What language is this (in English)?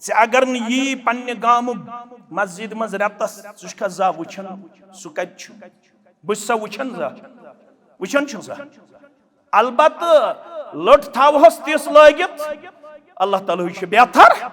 Kashmiri